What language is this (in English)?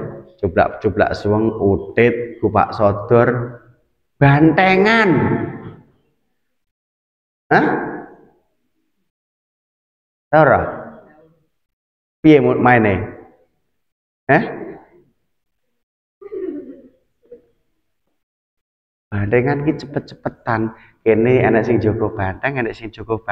Javanese